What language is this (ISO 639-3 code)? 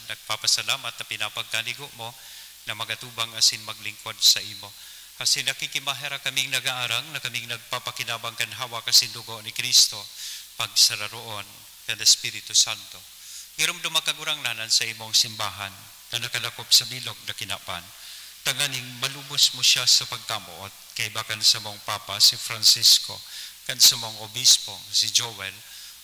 bik